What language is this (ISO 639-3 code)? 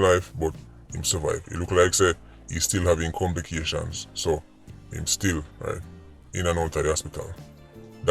jam